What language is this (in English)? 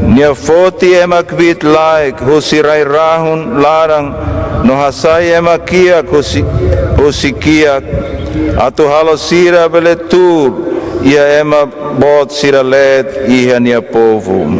Tetum